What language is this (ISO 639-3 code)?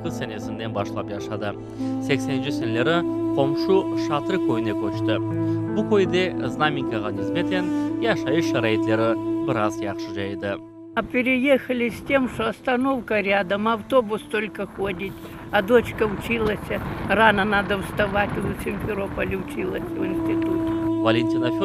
crh